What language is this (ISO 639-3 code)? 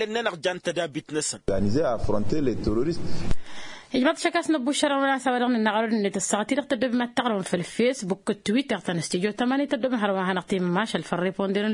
taq